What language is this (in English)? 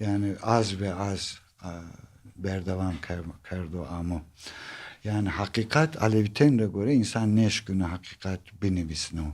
Zaza